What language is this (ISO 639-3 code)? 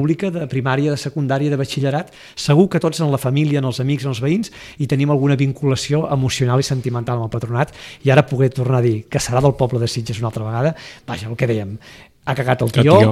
cat